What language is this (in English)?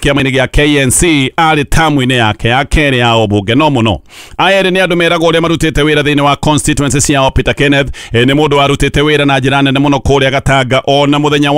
Kikuyu